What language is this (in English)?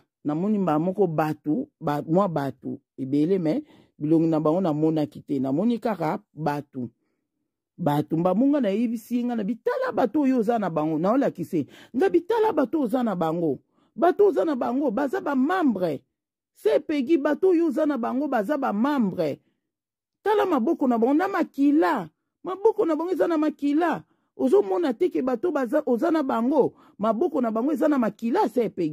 Lingala